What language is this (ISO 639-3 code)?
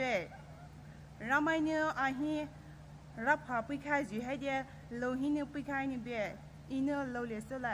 pmx